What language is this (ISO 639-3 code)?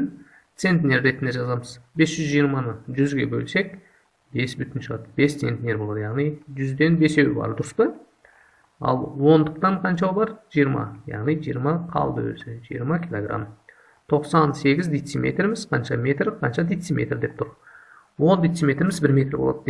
kaz